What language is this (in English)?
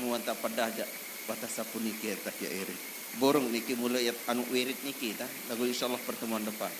Sasak